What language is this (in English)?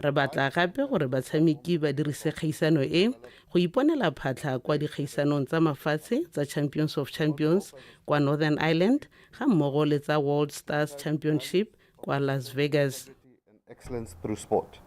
Tswana